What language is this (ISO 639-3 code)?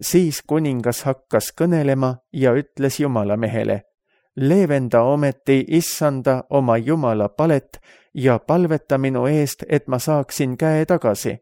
est